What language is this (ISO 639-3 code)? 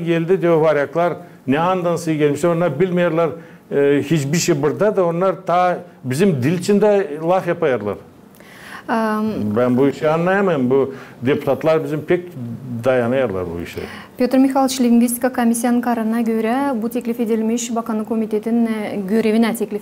gag